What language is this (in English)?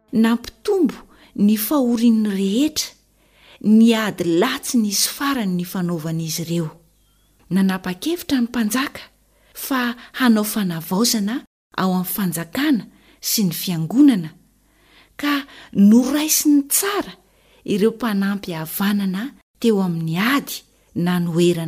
Malagasy